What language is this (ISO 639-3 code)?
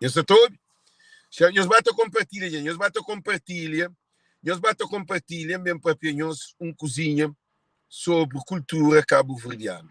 kea